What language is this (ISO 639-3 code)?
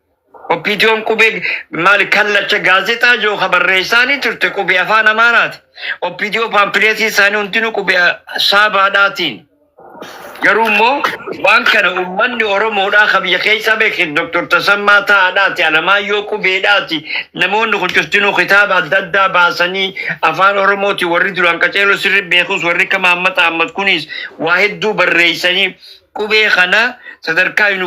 orm